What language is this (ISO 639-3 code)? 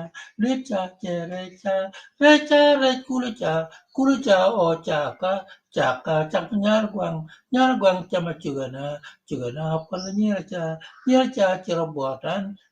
ach